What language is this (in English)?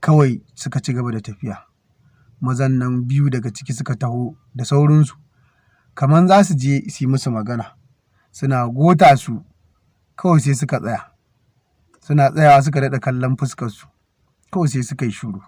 Hausa